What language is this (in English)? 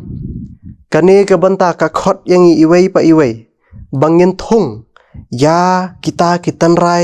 Khasi